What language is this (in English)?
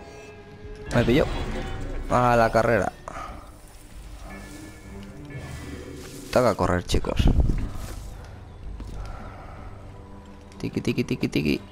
Spanish